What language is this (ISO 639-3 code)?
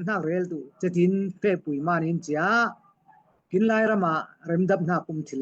cfm